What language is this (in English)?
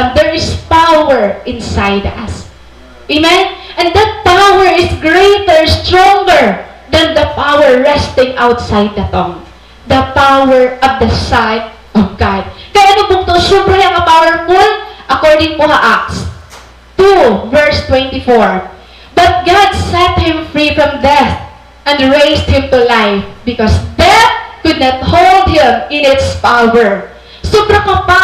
Waray